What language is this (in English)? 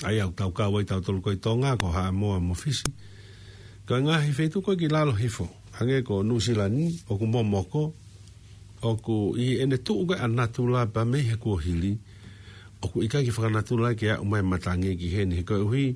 Tongan